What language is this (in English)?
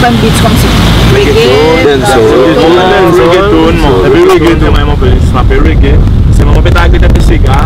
Seselwa Creole French